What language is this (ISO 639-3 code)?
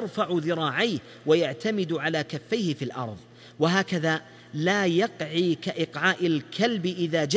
ara